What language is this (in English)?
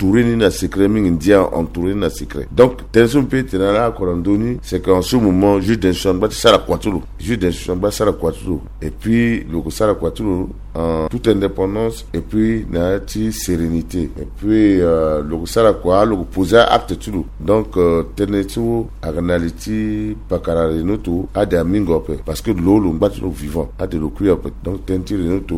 Sango